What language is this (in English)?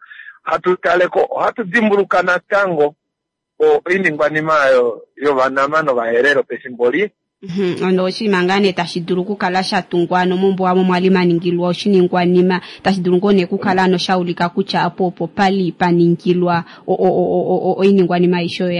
Kuanyama